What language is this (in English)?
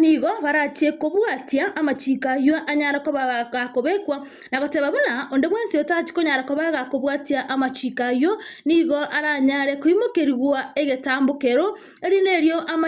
Gusii